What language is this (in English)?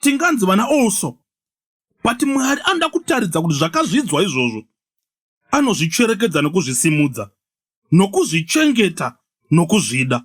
Shona